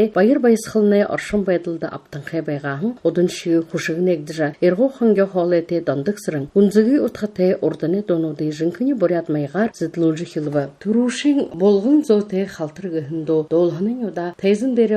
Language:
Buriat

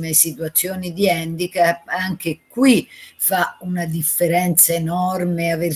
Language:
Italian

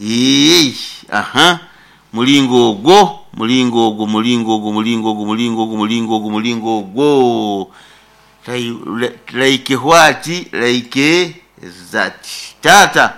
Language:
Nyankole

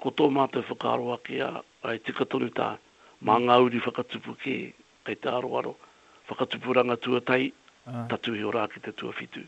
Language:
Māori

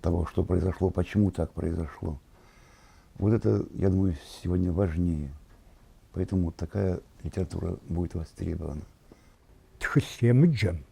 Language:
Kabardian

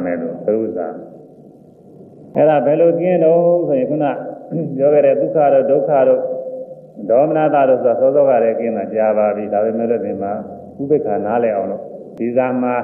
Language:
Burmese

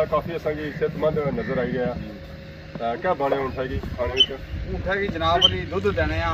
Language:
Pahari-Potwari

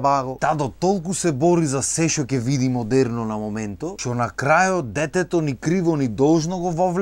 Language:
Macedonian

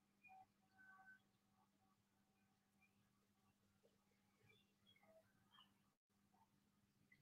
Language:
Italian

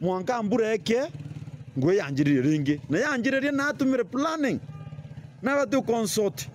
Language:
Meru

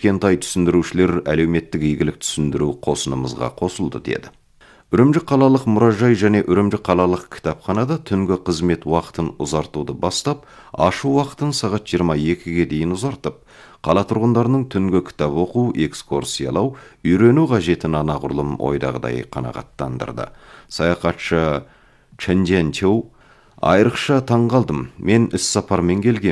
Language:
Kazakh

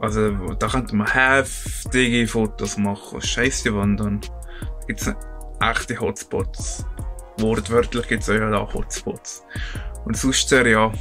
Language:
Swiss German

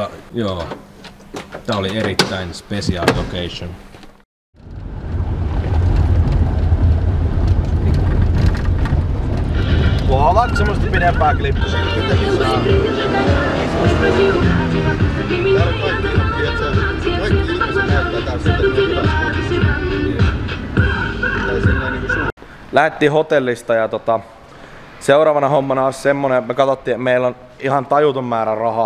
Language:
Finnish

